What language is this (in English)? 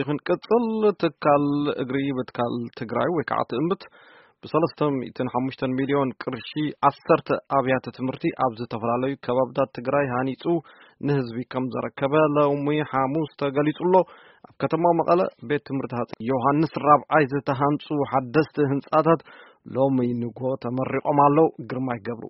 Tigrinya